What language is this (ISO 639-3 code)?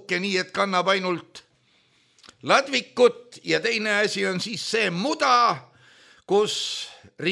est